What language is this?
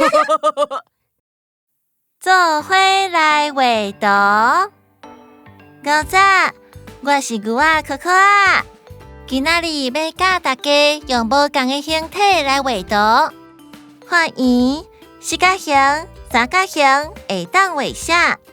Min Nan Chinese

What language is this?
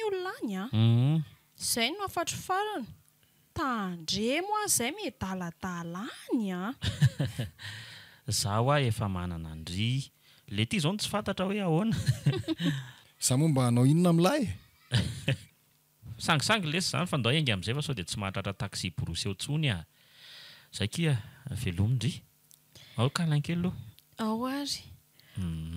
Malagasy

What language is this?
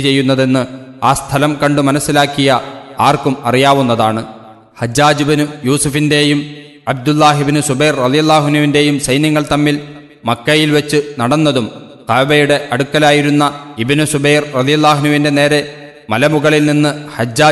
Malayalam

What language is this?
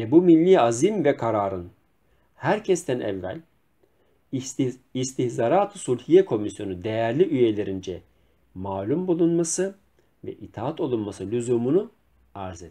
Turkish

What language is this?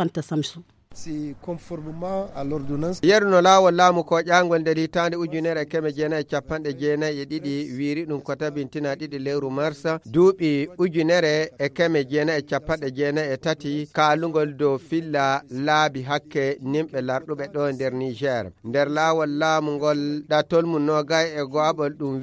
Fula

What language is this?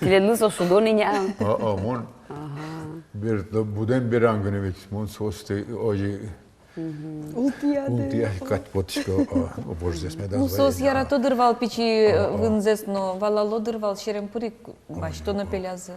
Udmurt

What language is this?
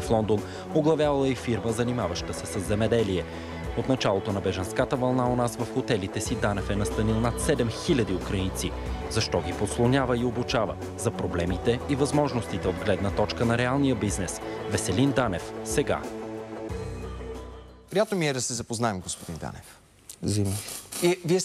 Bulgarian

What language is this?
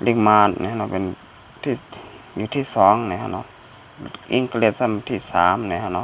Shan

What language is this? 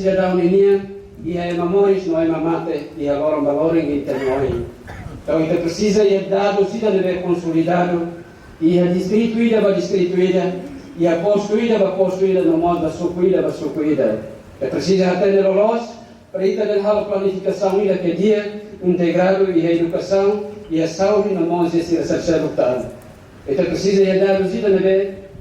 Tetum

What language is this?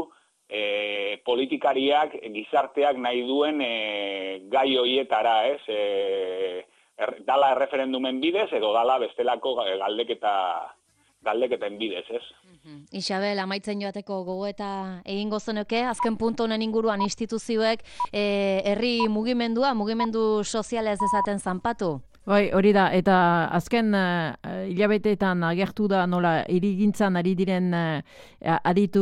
Basque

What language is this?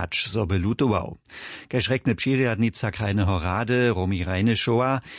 Upper Sorbian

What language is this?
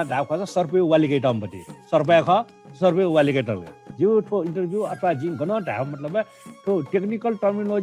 Newari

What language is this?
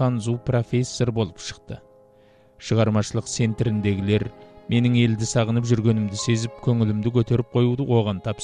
Kazakh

